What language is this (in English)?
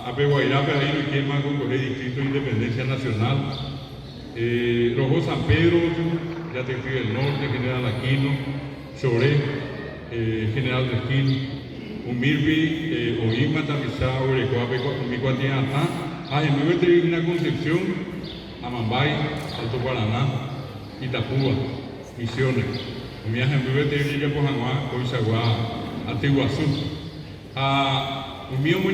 Guarani